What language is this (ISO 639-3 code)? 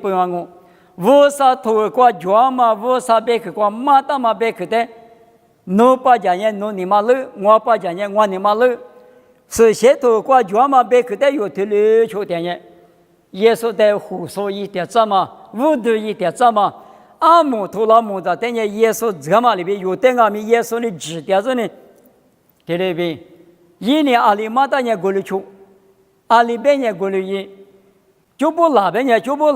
lis